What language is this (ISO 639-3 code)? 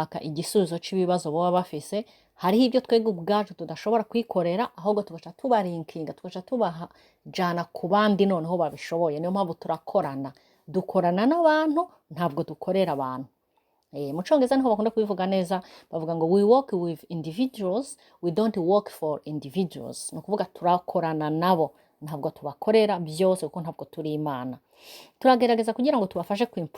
run